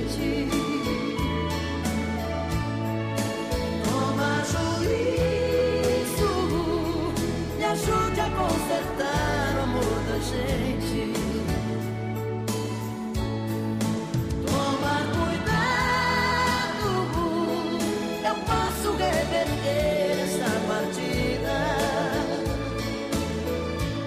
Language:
Portuguese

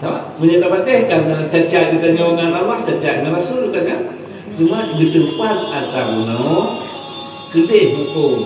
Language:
Achinese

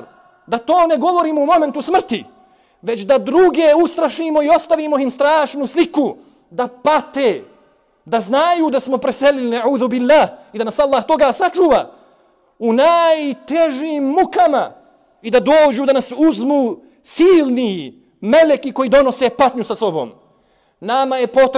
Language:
Bosnian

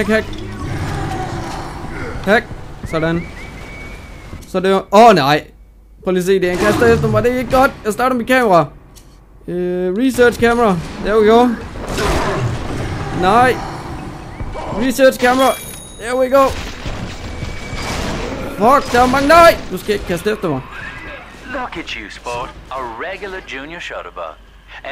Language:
Danish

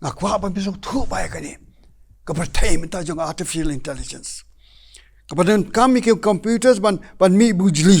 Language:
Khasi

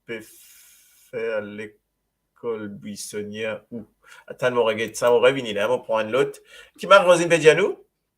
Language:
Morisyen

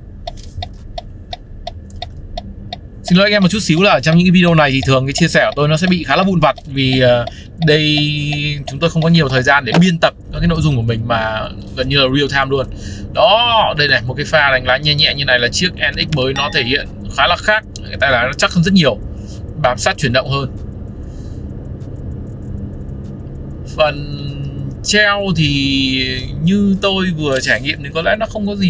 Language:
Vietnamese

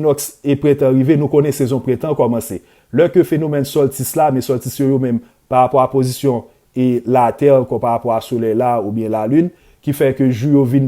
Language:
Haitian Creole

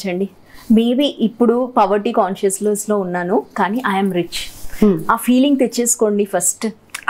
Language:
Telugu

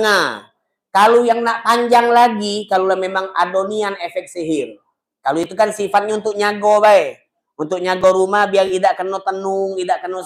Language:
Musi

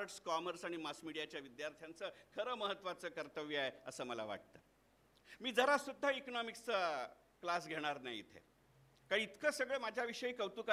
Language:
Marathi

